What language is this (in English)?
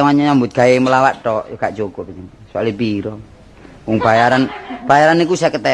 Javanese